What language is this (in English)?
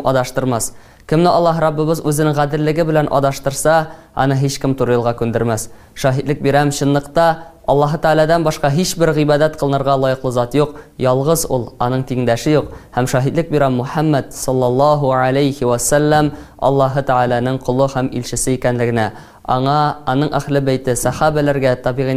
Tatar